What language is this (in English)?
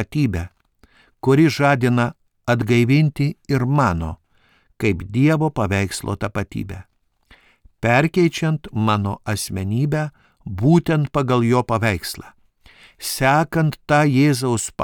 Lithuanian